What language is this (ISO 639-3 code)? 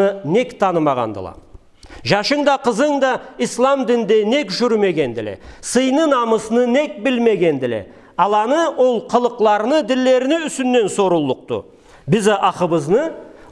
krc